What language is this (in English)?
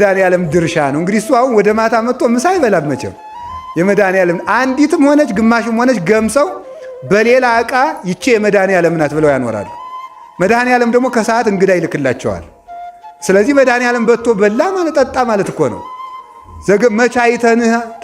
Amharic